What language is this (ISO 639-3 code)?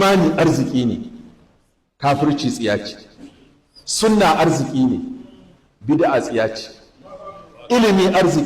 hau